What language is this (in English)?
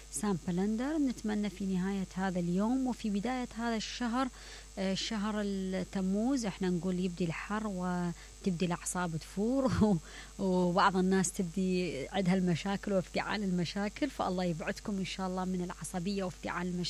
Mesopotamian Arabic